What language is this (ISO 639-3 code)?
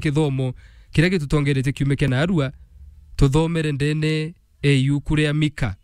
mer